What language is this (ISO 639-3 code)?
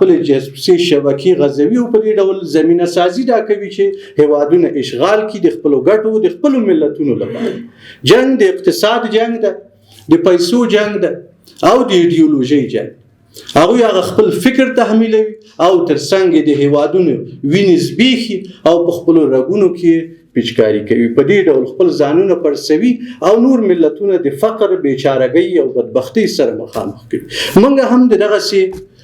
pus